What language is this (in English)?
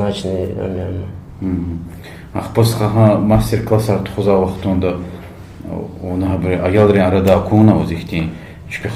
Lezghian